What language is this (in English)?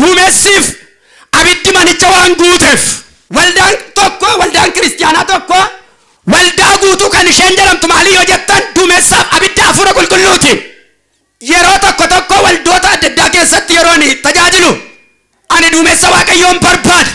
Oromo